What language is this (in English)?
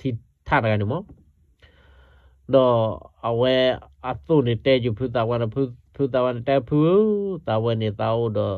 S'gaw Karen